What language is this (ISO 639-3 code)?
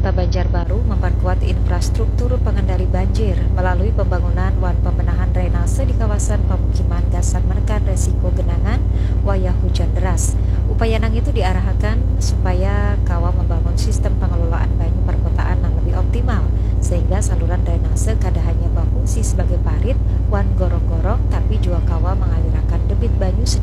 bjn